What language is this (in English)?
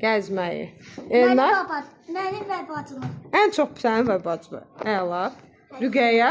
Azerbaijani